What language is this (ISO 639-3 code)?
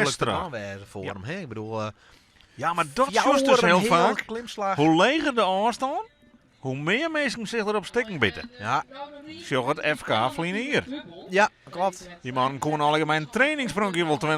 fry